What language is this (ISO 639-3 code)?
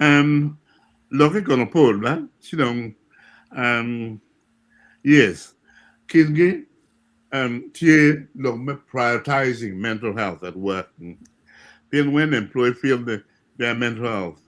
ach